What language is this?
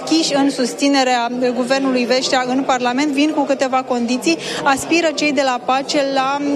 Romanian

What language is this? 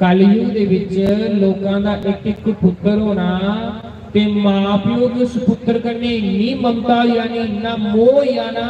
Dogri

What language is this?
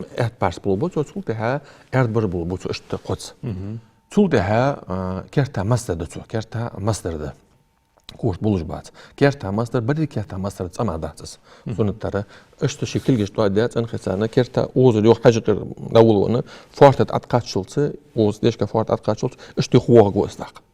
Ingush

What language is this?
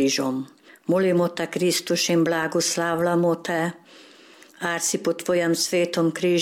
Slovenian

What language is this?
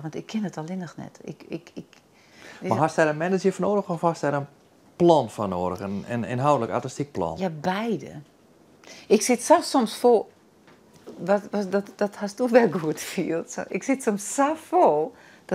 Western Frisian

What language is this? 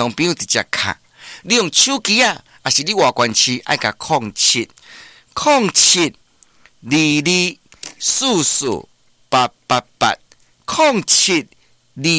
Min Nan Chinese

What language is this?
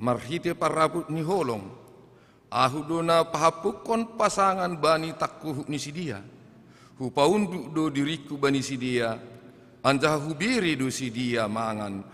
Batak Simalungun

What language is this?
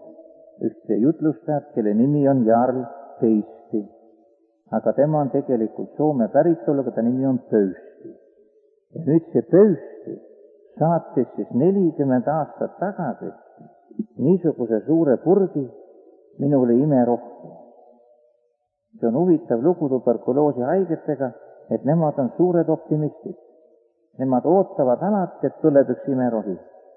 Estonian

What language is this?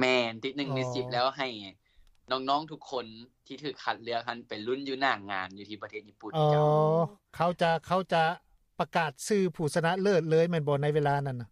Lao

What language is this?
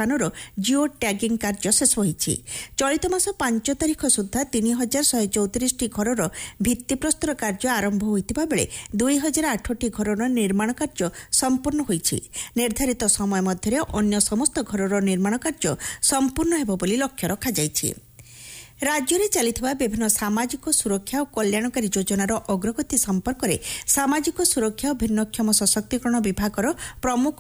Odia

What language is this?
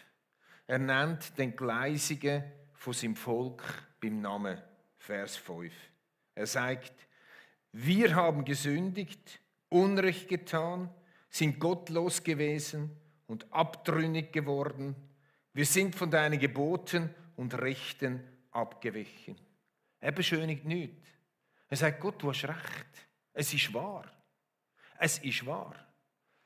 Swiss German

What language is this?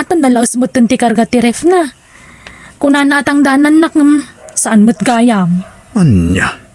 Iloko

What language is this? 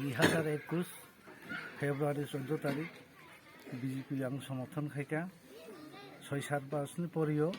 Kok Borok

